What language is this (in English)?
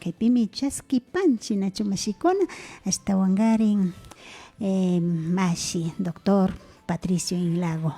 Imbabura Highland Quichua